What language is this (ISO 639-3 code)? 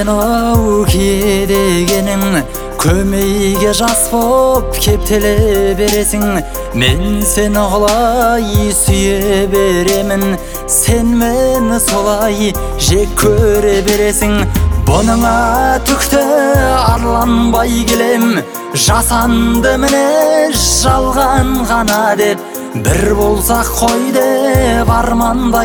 kaz